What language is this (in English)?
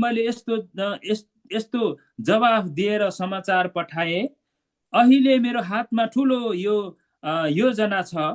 Nepali